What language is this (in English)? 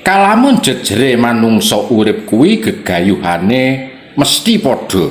Javanese